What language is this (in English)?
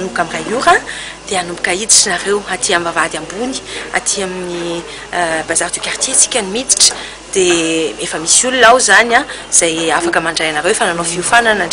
Malagasy